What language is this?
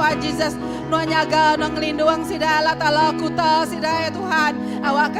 Iban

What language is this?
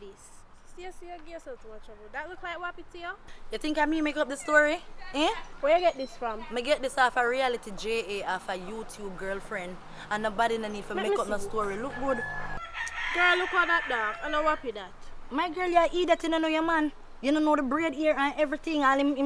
Jamaican Creole English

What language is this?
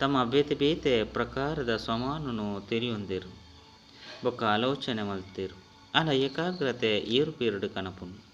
Tulu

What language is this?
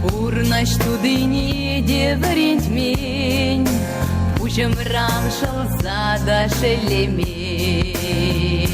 Chuvash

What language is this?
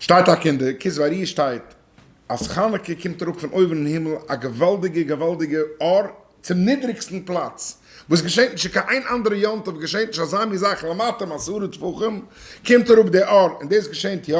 Yiddish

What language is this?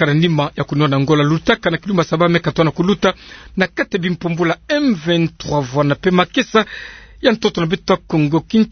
Kituba (Democratic Republic of Congo)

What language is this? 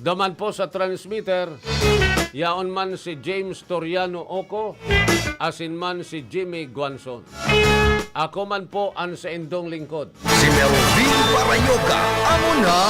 Bikol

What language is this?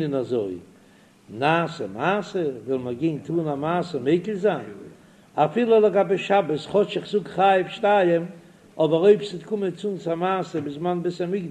Yiddish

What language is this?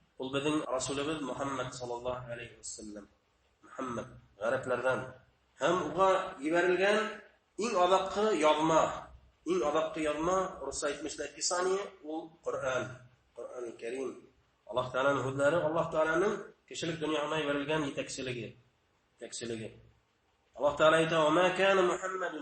Bashkir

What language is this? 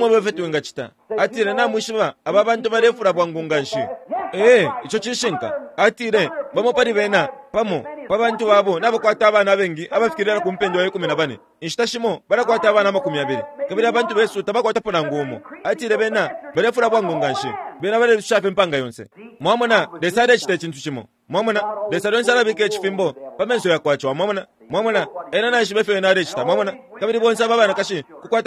Bemba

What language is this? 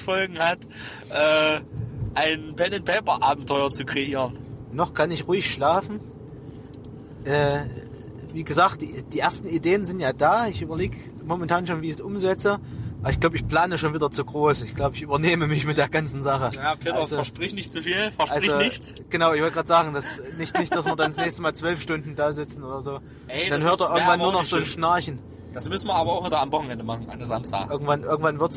German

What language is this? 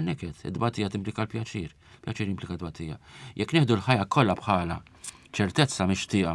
Maltese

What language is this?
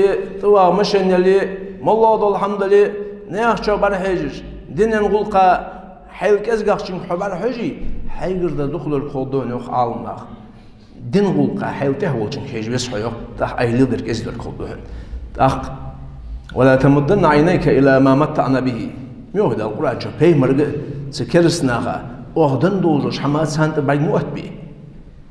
Ingush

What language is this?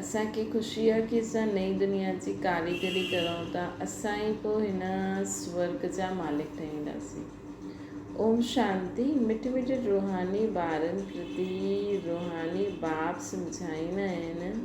Sindhi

